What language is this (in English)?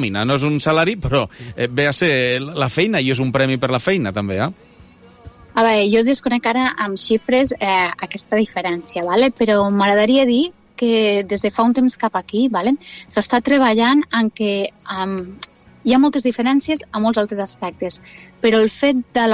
Catalan